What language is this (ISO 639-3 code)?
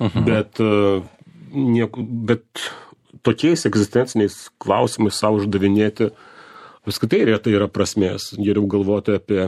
lit